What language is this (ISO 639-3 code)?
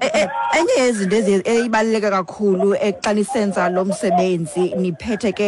xho